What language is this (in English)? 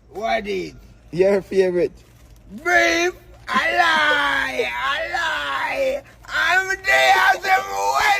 Jamaican Creole English